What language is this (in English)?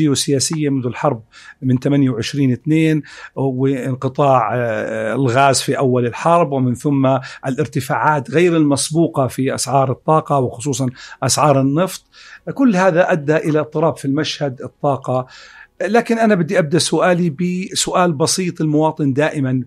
North Levantine Arabic